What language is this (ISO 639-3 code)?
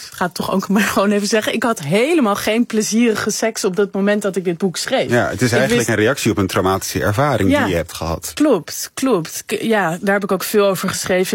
nld